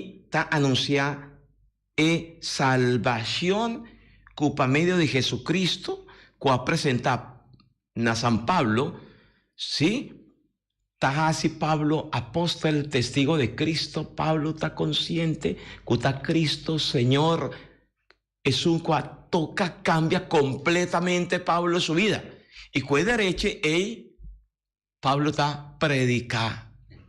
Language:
Papiamento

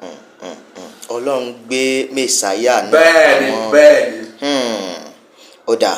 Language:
Yoruba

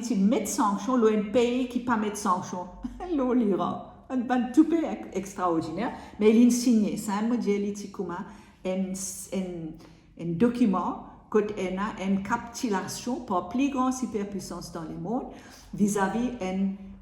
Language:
Morisyen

